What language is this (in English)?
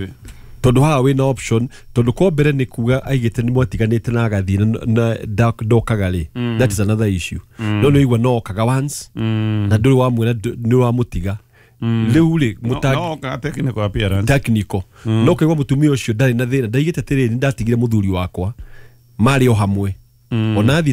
Kikuyu